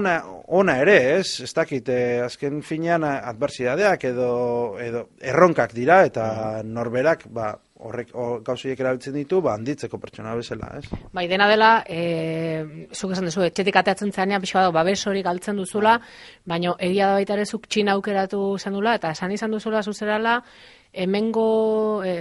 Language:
Basque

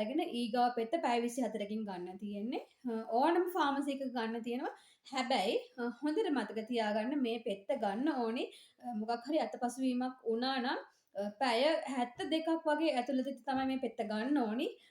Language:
Sinhala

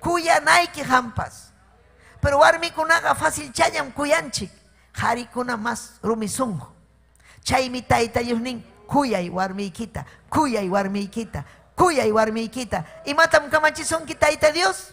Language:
Ayacucho Quechua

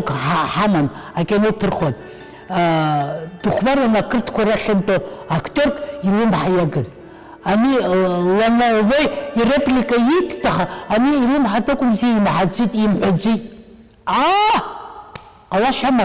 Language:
Abkhazian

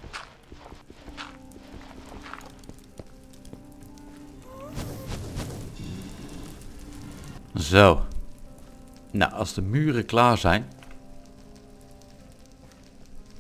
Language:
Dutch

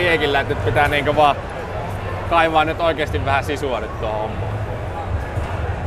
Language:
Finnish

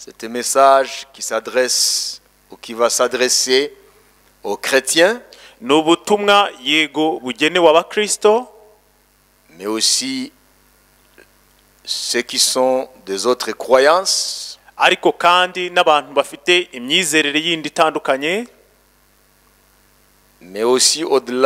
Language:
Kinyarwanda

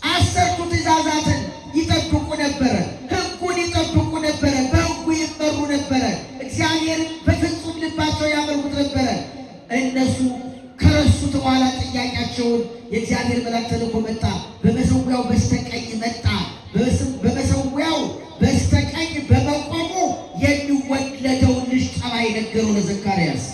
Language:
Amharic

